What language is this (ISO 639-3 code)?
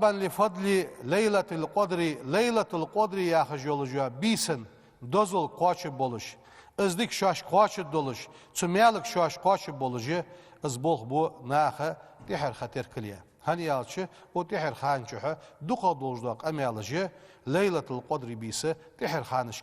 inh